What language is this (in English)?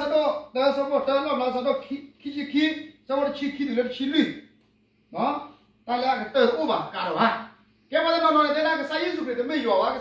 S'gaw Karen